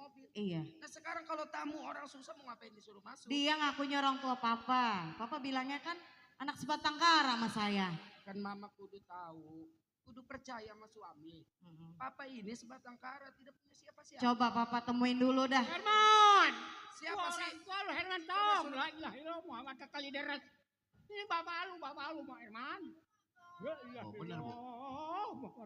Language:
Betawi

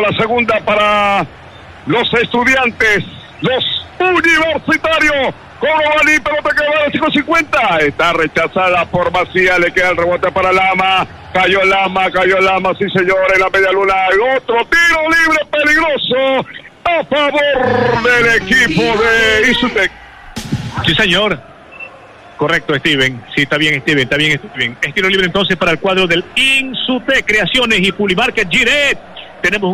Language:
Spanish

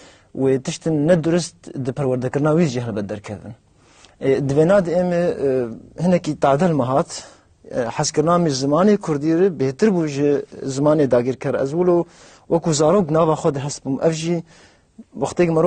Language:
Kurdish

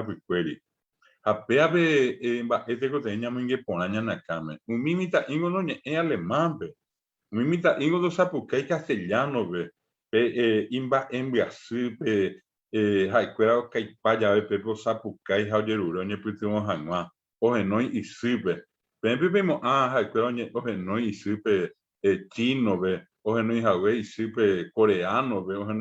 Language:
Guarani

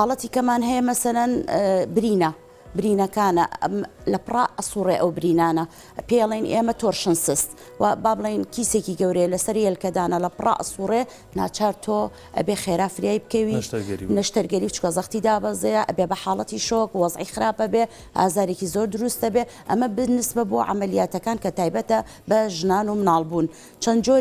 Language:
Central Kurdish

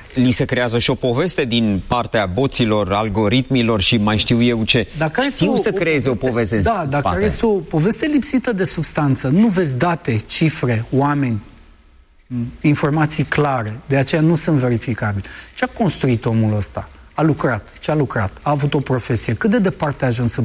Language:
Romanian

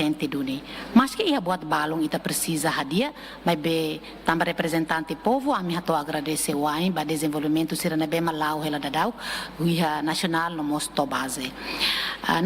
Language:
Tetum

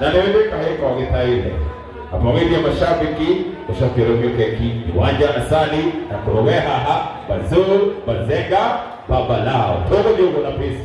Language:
Kikuyu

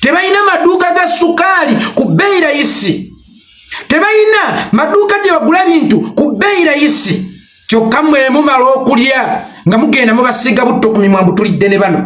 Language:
Ganda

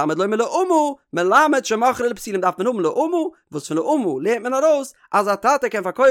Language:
Yiddish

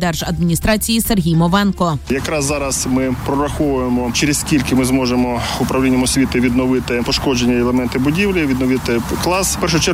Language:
Ukrainian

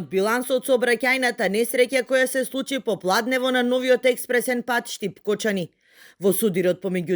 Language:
Macedonian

